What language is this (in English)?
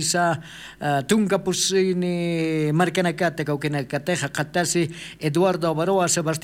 Aymara